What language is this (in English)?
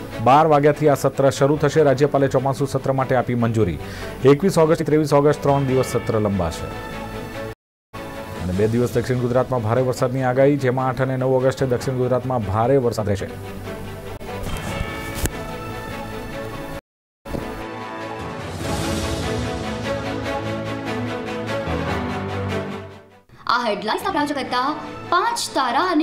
Gujarati